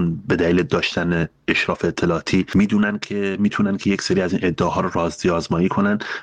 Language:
Persian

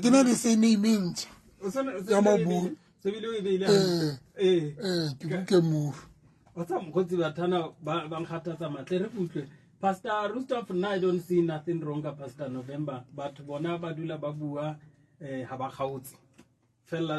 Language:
Southern Sotho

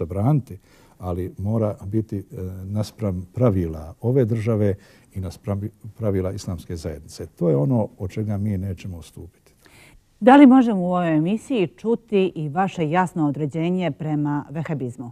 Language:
Bosnian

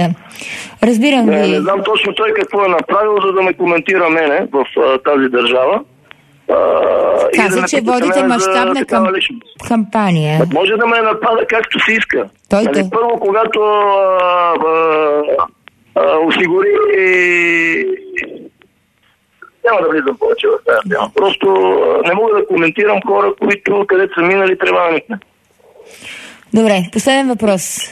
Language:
Bulgarian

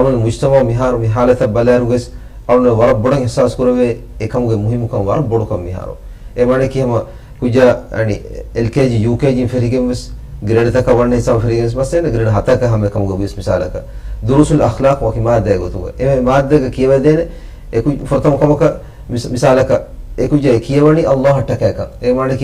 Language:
Divehi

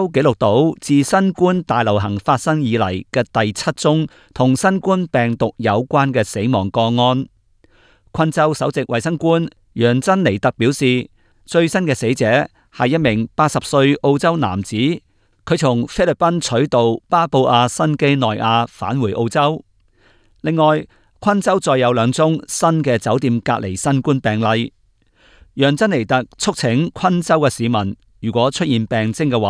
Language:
Cantonese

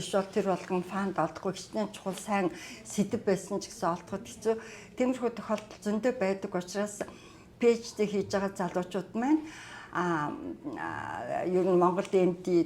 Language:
Mongolian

